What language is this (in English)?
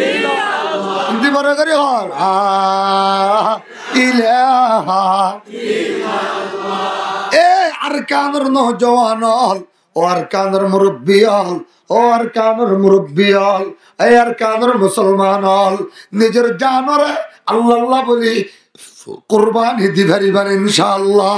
Rohingya